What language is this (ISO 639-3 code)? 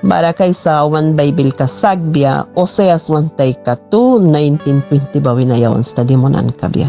miq